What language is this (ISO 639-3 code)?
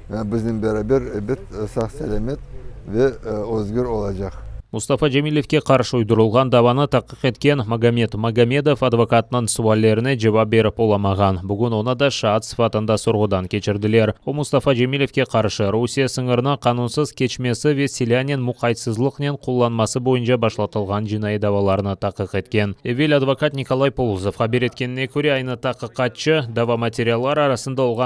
crh